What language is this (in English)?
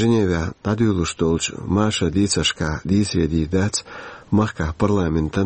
Chechen